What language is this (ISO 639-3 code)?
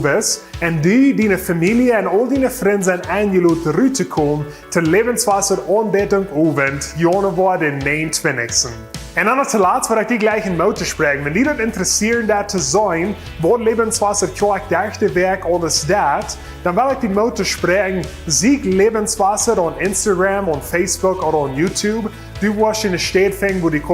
pdt